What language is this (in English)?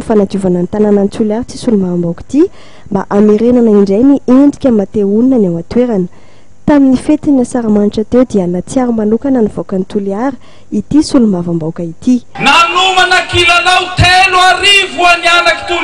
Malagasy